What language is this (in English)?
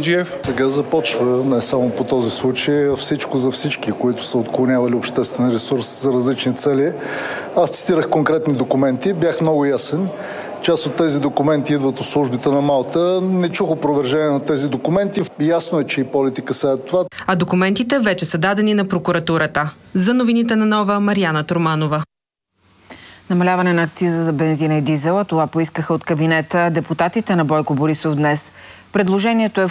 Bulgarian